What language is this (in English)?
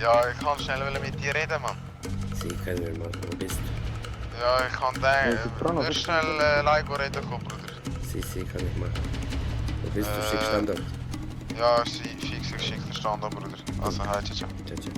Swiss German